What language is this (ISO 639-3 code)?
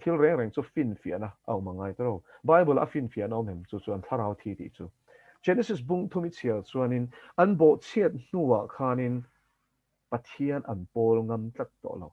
lus